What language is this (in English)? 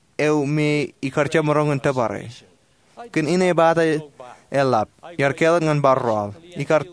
Marshallese